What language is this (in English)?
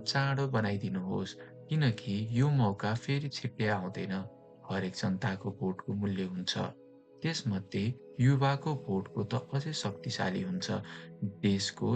Nepali